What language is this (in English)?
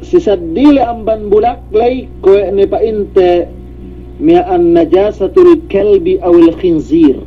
Yakan